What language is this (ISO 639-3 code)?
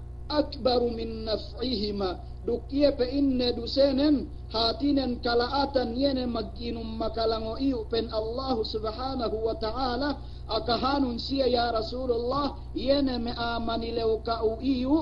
yka